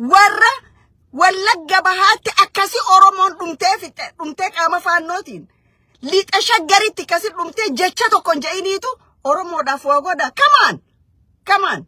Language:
Oromo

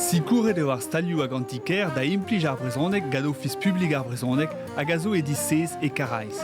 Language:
Breton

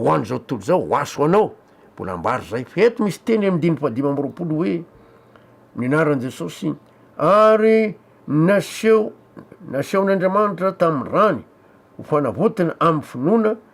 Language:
Malagasy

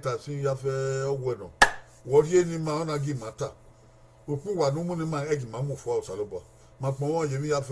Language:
Bini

